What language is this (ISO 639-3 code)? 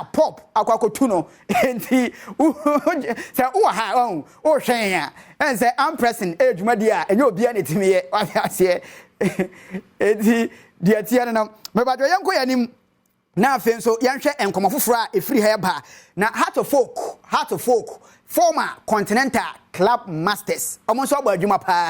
aka